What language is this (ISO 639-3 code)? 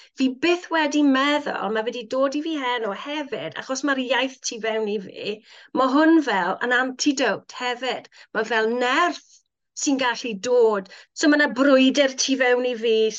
cym